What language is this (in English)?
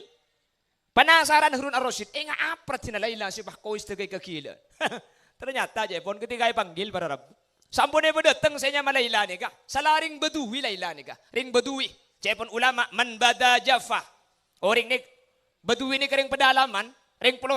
Madurese